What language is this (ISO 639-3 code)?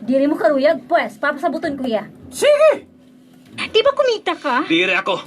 war